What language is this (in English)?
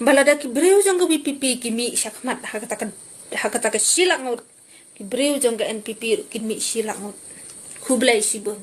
Khasi